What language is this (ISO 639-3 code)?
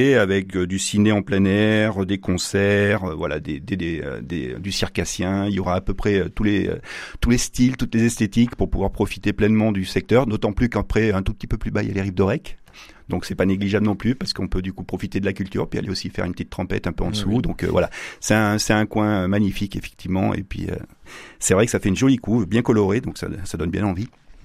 fra